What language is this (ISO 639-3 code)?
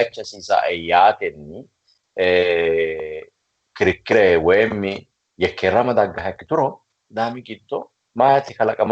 sid